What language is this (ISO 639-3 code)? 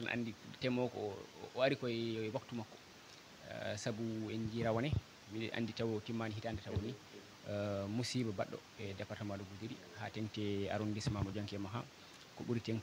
ful